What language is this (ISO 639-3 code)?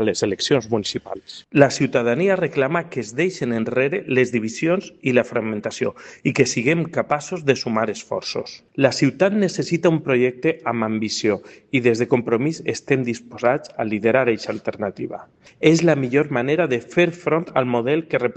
cat